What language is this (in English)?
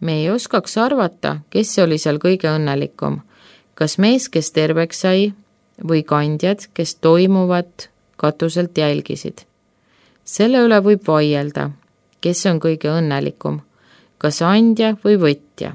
Estonian